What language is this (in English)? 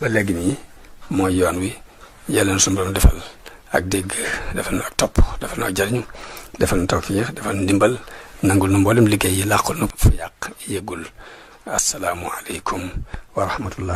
Wolof